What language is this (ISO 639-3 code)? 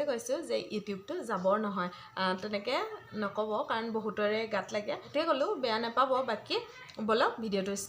asm